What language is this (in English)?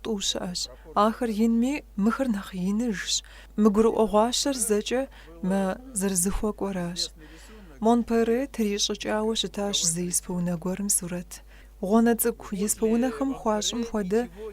Kabardian